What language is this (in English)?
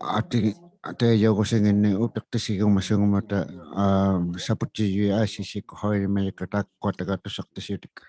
Inuktitut